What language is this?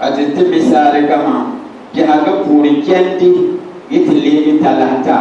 Dagbani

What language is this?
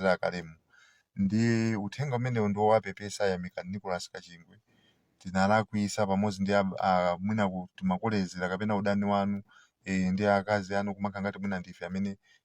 Nyanja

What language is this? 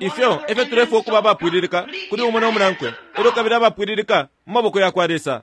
Bemba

